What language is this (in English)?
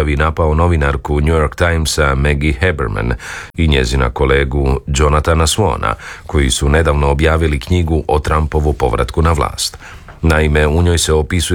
Croatian